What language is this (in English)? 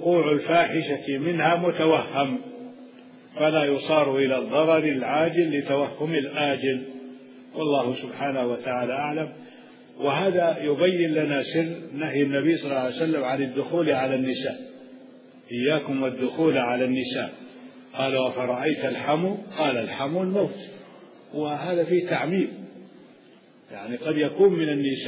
Arabic